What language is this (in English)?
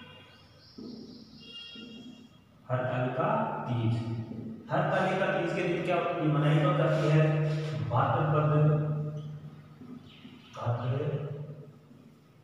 Hindi